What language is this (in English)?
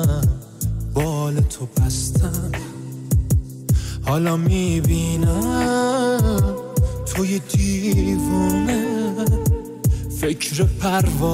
Persian